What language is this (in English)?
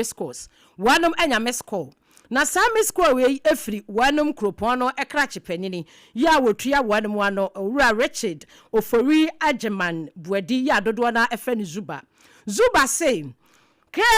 Akan